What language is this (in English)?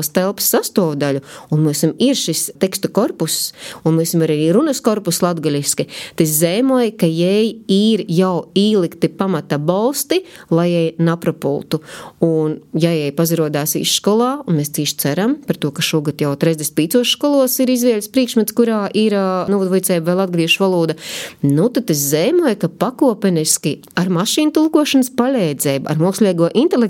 Latvian